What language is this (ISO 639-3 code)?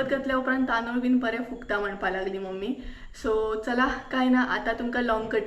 kok